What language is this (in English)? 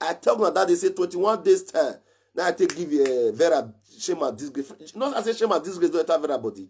Nigerian Pidgin